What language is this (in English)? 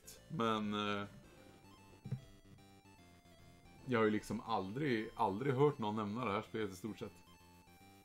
Swedish